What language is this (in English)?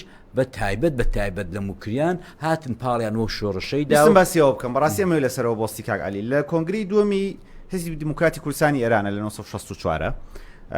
Central Kurdish